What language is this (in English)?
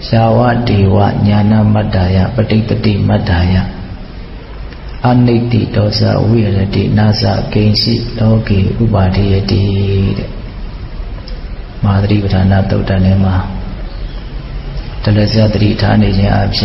Burmese